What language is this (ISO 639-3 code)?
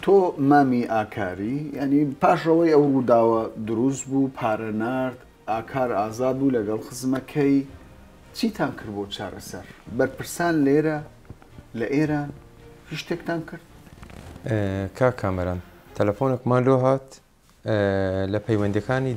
ckb